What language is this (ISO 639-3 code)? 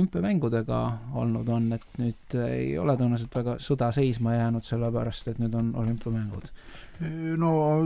est